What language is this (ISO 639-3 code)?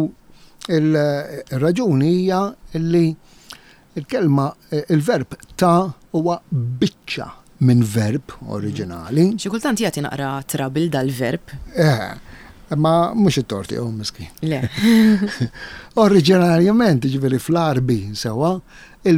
mlt